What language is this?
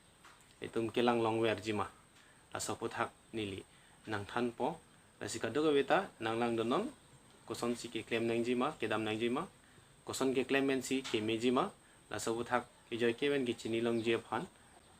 Karbi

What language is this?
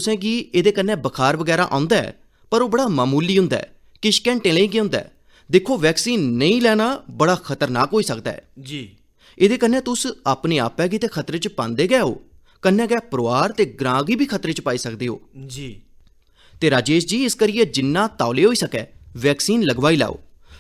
Dogri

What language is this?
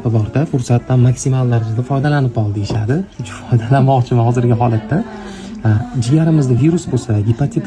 Uzbek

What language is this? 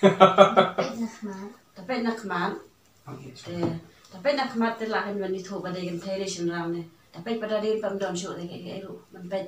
Khasi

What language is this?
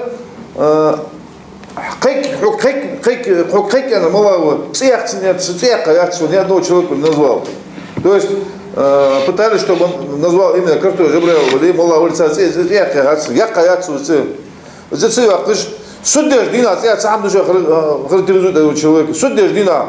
Ingush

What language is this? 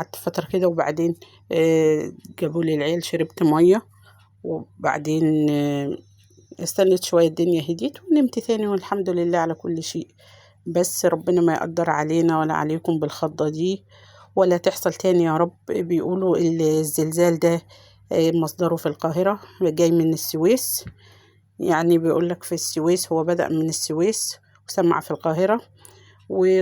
Egyptian Arabic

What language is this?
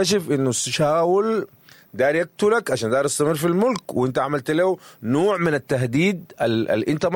Sudanese Arabic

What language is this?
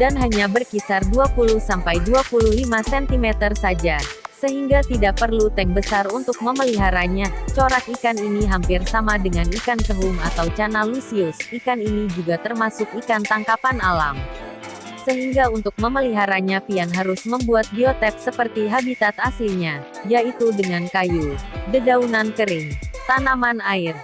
Banjar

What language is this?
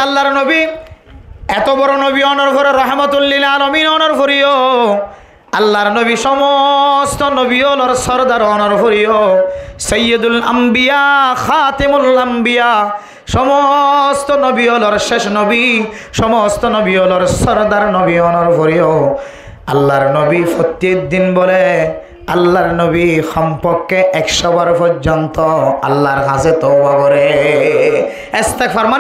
Rohingya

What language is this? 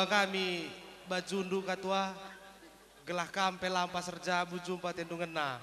Batak Karo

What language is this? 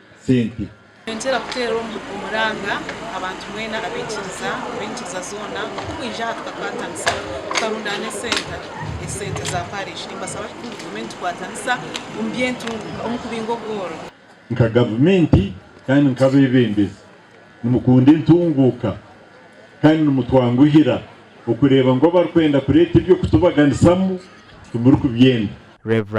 Nyankole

